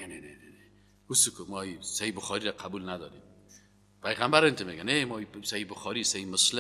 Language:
Persian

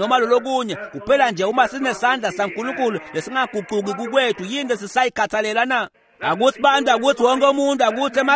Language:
Swati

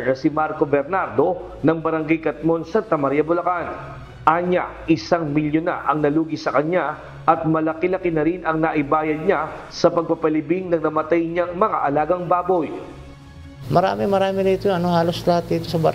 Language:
Filipino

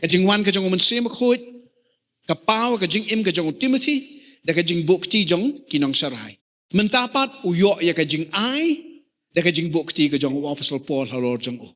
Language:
Khasi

